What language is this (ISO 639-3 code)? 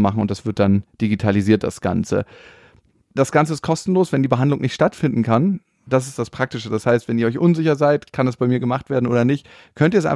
deu